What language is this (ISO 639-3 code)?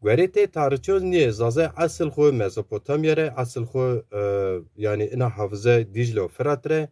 zza